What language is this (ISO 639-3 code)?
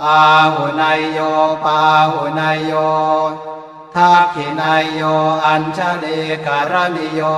pli